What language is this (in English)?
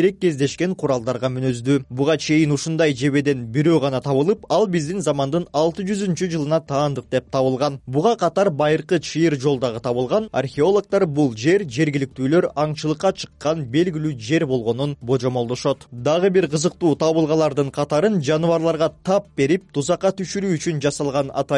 Kyrgyz